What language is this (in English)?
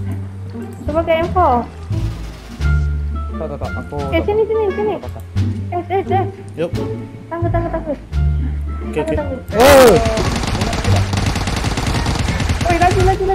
Malay